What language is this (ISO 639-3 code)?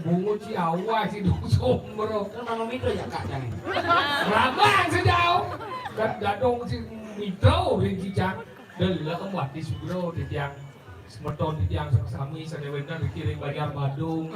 ban